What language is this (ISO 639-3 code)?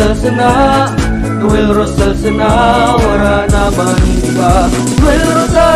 bik